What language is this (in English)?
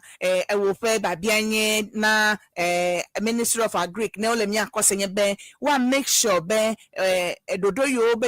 Ewe